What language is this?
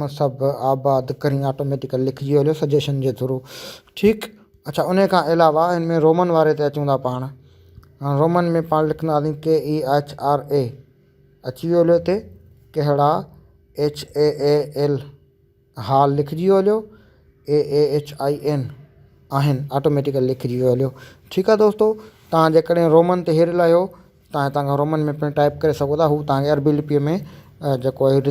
Sindhi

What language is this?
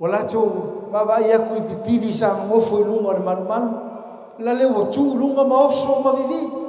Samoan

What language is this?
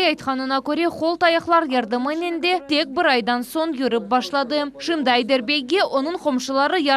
Crimean Tatar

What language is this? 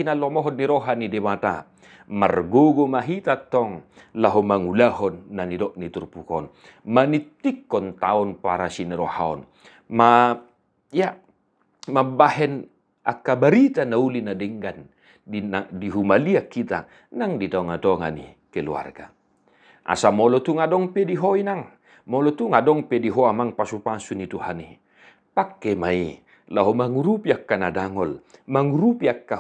Batak Toba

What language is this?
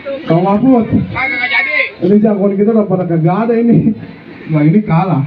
Betawi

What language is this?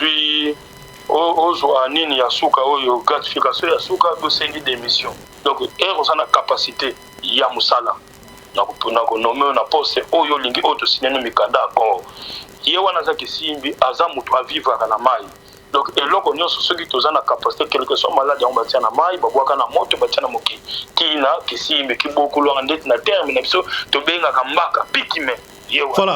Lingala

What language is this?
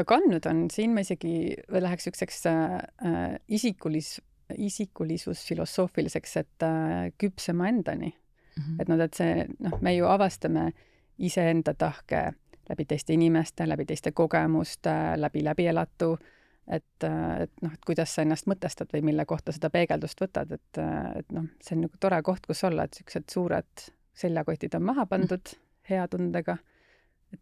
Estonian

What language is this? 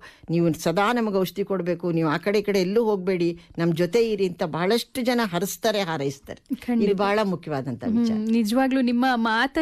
Kannada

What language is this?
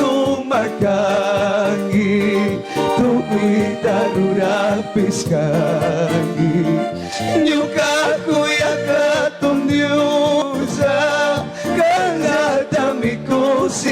Quechua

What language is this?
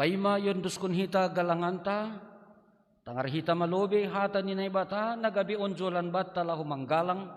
Batak Simalungun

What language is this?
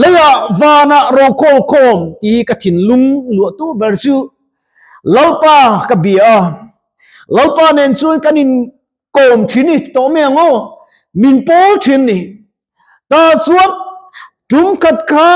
Mizo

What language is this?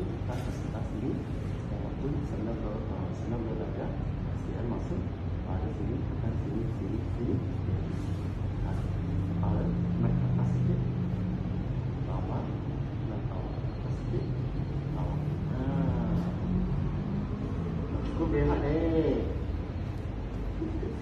Malay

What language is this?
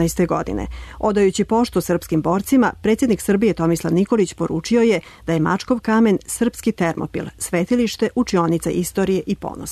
Serbian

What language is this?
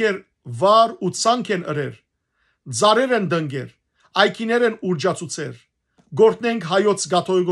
Western Armenian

